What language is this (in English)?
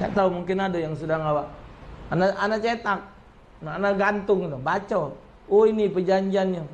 Musi